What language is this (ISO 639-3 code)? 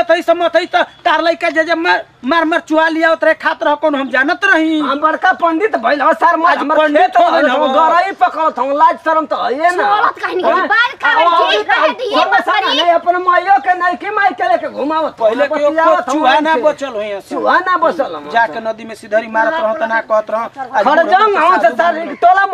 bho